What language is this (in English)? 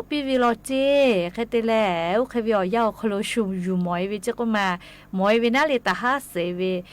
Lahu